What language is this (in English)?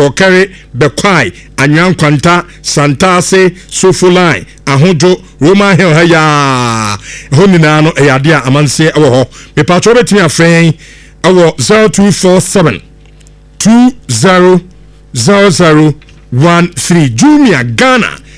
Akan